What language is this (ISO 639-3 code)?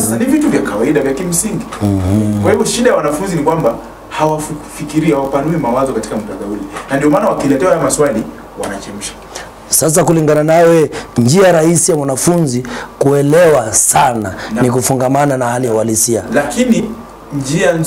swa